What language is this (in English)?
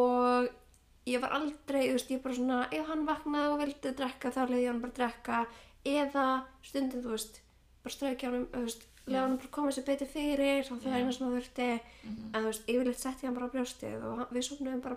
Icelandic